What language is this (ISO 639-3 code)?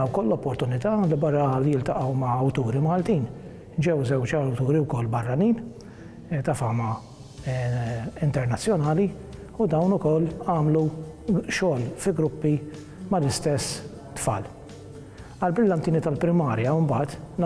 mlt